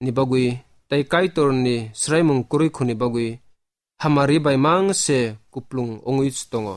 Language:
Kok Borok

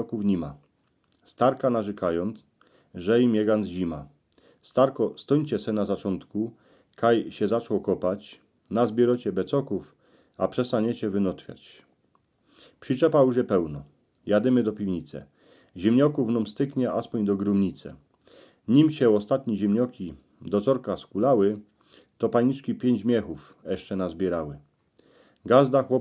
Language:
Silesian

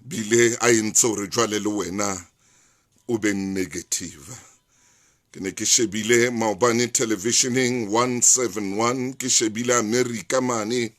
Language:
Southern Sotho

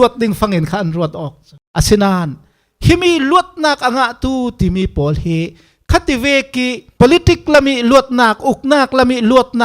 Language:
Falam Chin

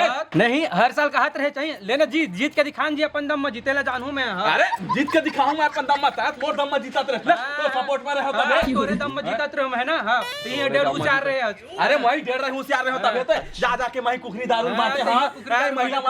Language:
Chhattisgarhi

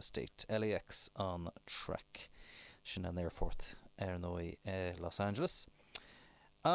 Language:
Irish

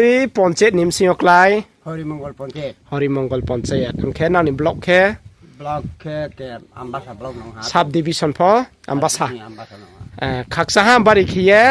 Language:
Riang (India)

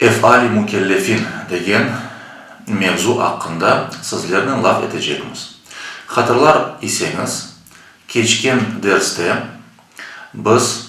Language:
Crimean Tatar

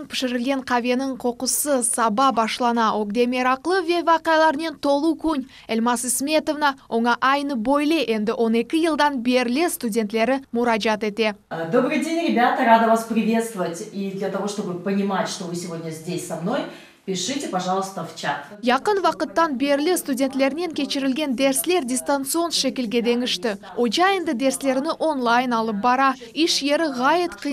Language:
Crimean Tatar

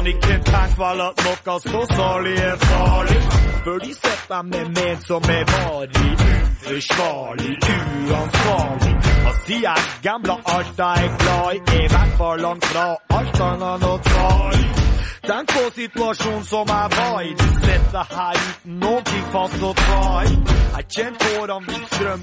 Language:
Norwegian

